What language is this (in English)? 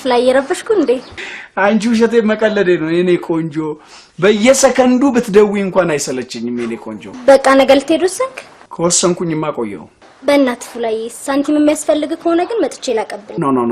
Amharic